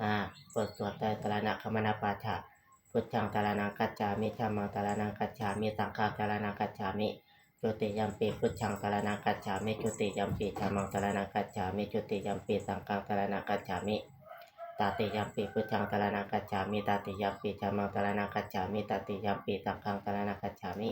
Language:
Pali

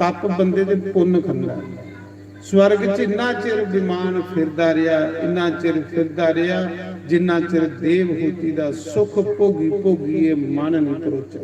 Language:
Dogri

